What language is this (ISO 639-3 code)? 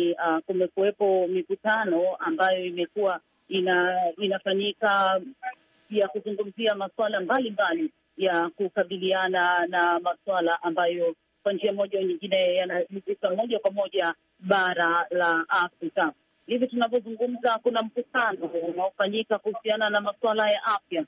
swa